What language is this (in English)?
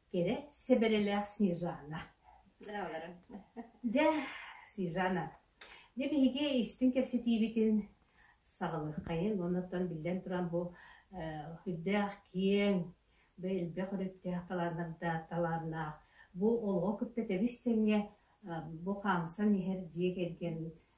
Yakut